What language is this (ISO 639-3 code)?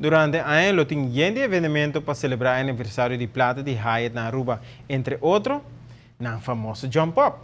pap